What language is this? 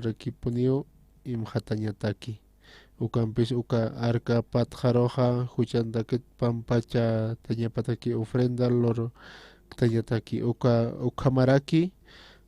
Aymara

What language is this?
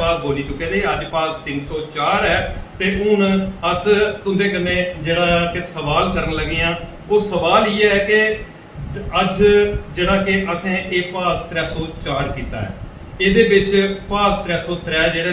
Dogri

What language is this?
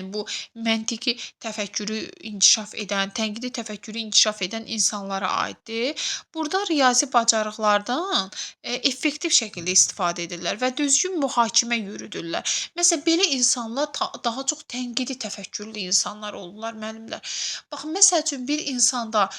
Azerbaijani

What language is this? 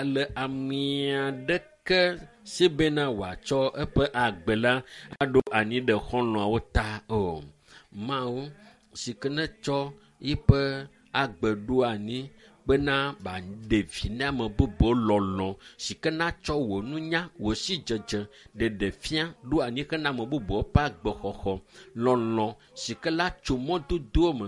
Ewe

